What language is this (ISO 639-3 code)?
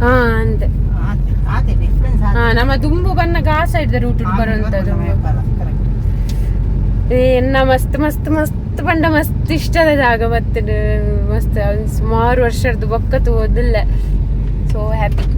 tcy